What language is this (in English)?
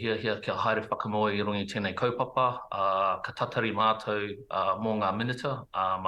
Māori